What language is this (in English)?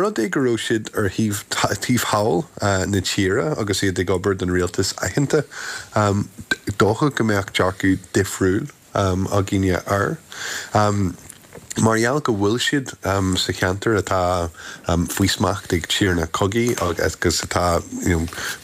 Irish